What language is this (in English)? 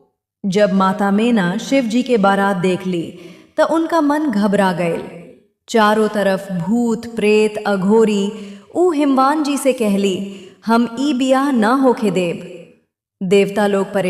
Bhojpuri